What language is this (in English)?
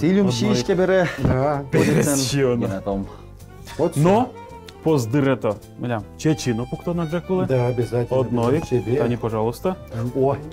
Udmurt